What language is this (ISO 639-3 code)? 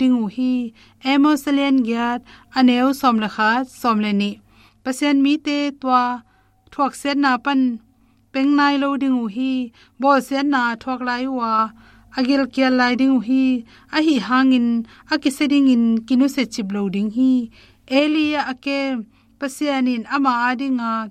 ctd